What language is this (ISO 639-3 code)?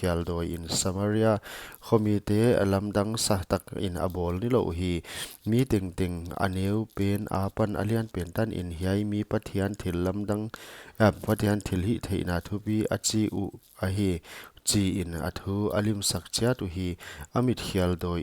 pck